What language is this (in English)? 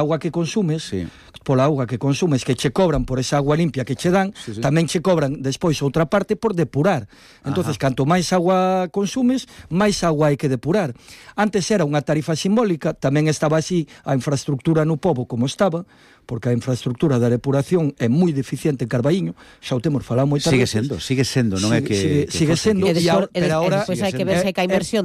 Galician